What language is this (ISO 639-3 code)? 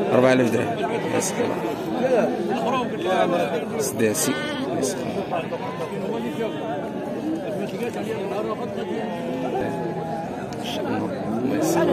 ary